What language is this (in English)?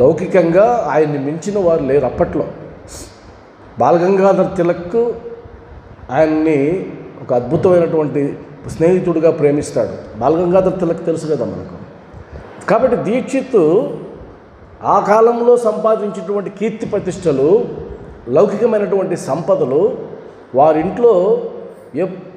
Telugu